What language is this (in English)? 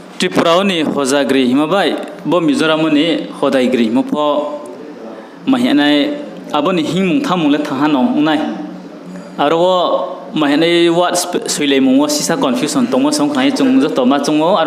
Riang (India)